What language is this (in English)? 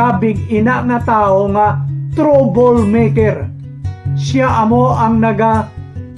Hiligaynon